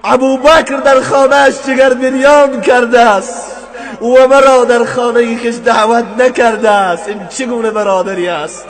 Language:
Tajik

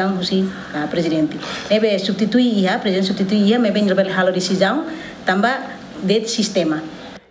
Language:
Tetum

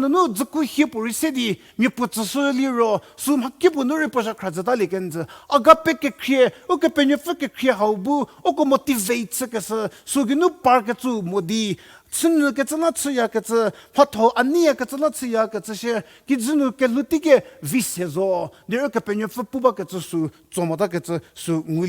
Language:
Angami Naga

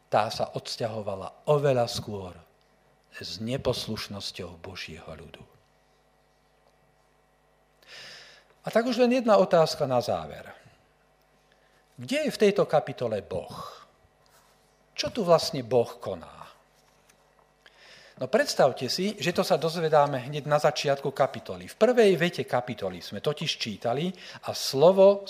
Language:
Slovak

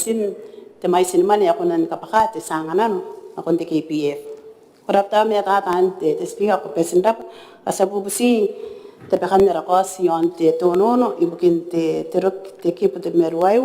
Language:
Gilbertese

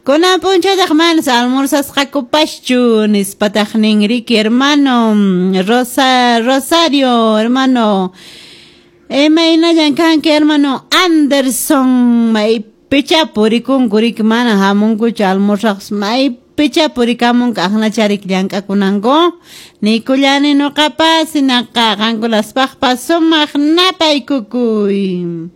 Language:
Quechua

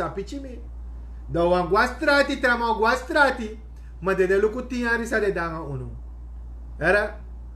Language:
Sranan Tongo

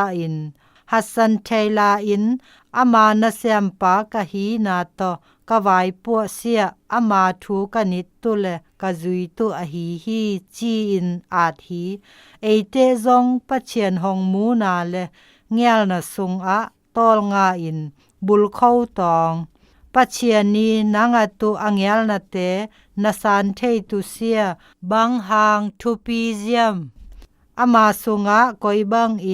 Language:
Zou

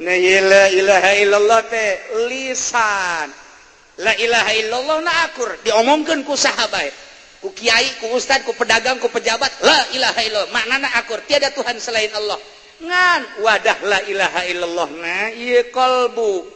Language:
Sundanese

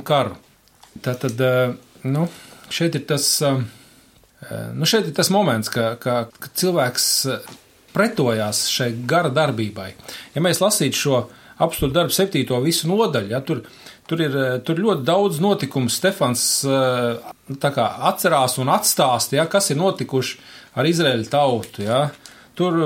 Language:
Latvian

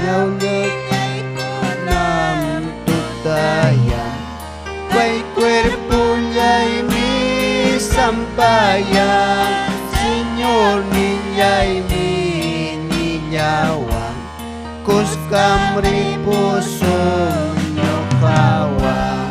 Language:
Ayacucho Quechua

